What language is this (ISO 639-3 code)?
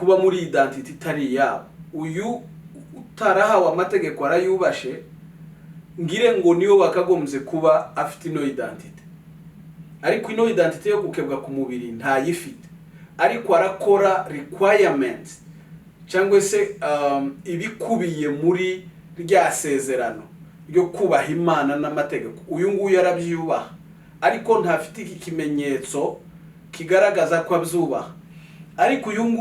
kin